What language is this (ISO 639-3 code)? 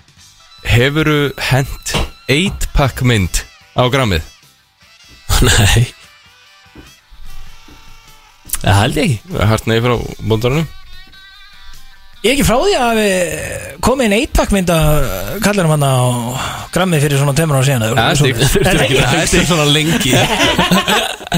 isl